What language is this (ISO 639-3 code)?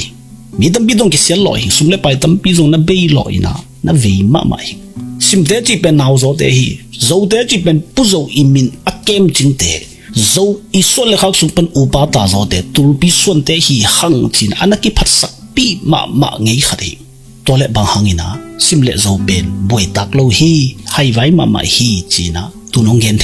ctd